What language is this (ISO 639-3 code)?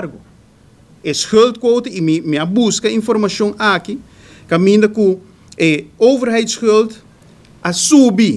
pap